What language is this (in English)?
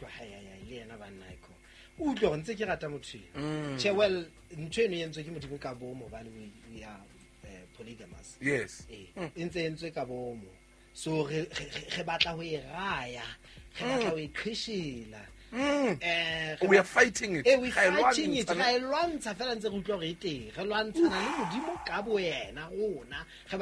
Southern Sotho